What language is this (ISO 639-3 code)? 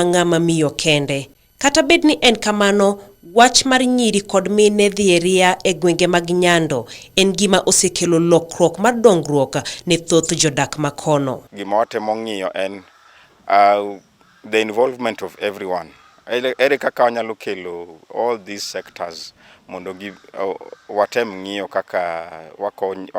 luo